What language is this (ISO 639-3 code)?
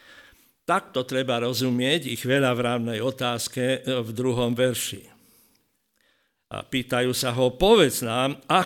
slk